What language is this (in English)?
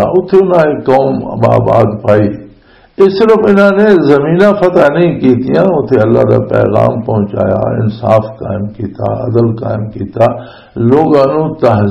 Western Panjabi